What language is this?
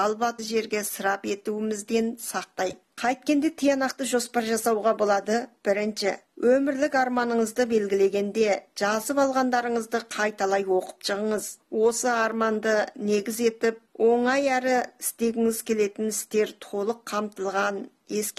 Kazakh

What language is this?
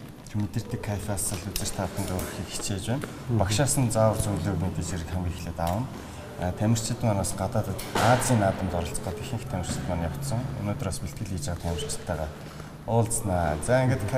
Mongolian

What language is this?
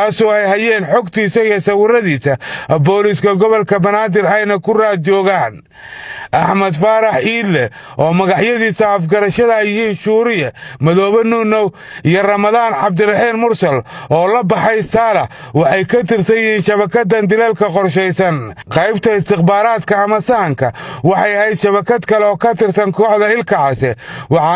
Somali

